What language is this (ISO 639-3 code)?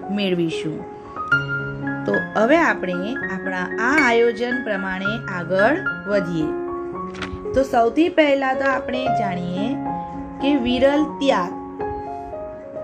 guj